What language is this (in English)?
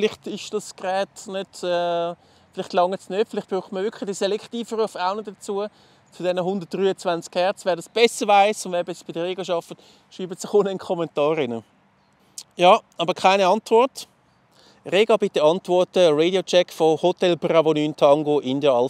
Swiss German